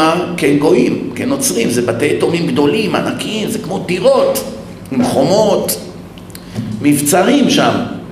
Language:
Hebrew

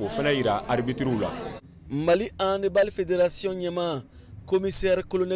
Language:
Bambara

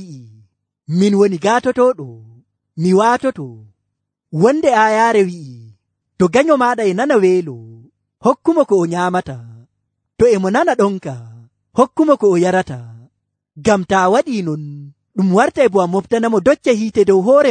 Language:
Nigerian Fulfulde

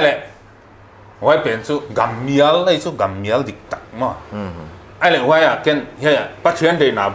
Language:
Paite Chin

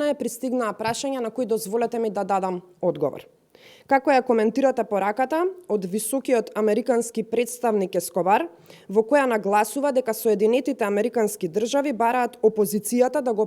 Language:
Macedonian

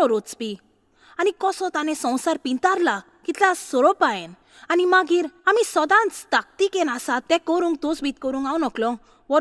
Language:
Konkani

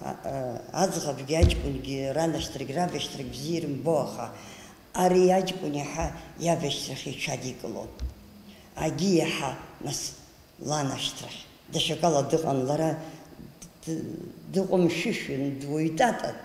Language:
Abkhazian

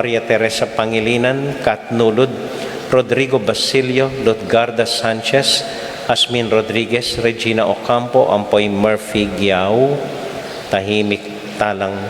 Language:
Pampanga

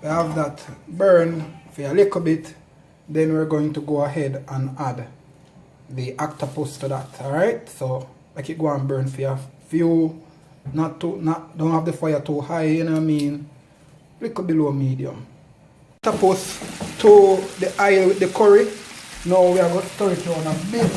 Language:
Jamaican Creole English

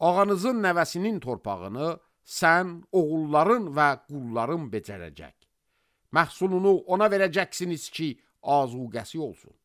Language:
Azerbaijani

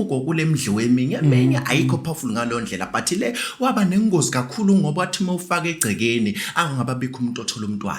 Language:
Zulu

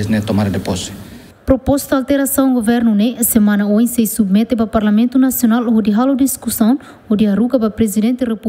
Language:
Tetum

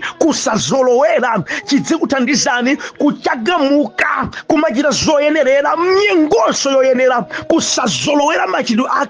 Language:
Nyanja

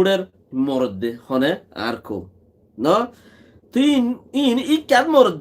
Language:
Rohingya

